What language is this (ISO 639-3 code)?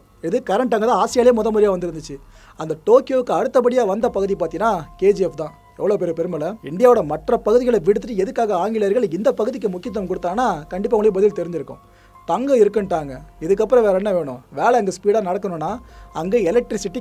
tam